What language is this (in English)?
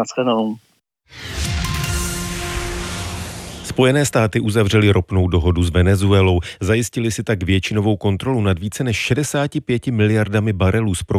Czech